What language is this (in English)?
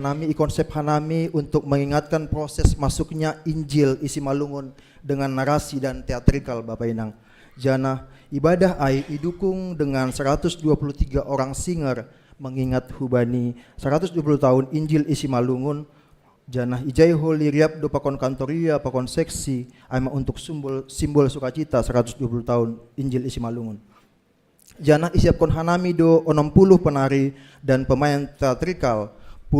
Batak Simalungun